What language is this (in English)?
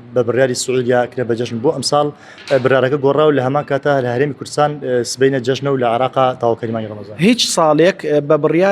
Central Kurdish